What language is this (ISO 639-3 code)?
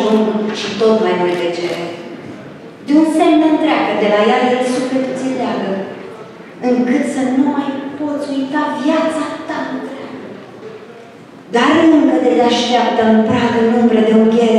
ron